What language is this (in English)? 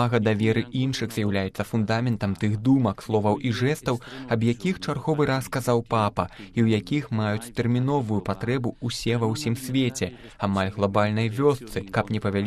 Belarusian